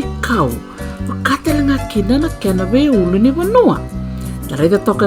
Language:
Fijian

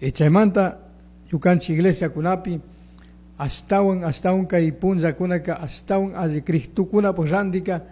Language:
Chimborazo Highland Quichua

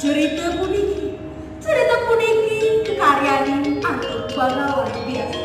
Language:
Balinese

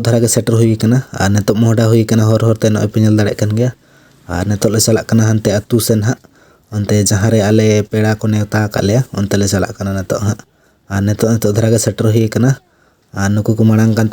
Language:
Santali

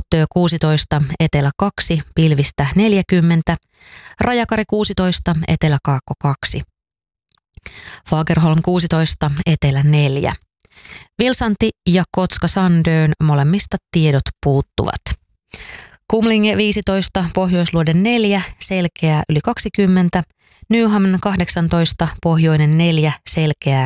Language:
Finnish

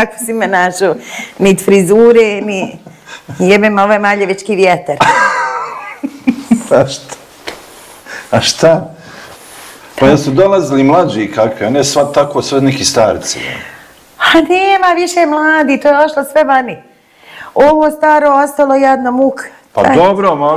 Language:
Bosnian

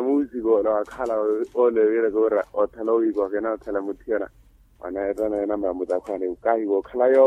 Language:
Makhuwa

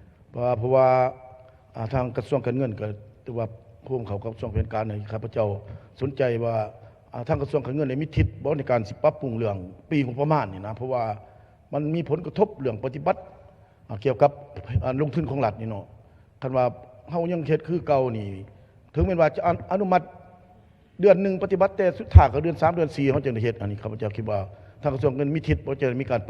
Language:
Lao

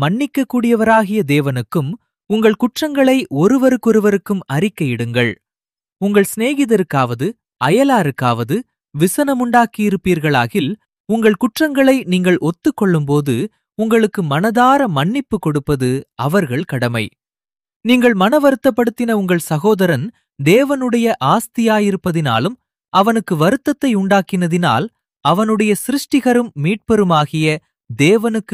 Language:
Tamil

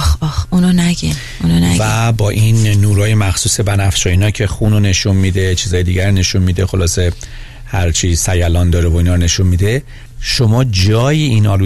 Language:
Persian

